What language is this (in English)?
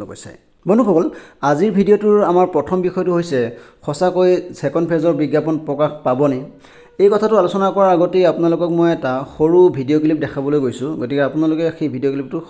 Assamese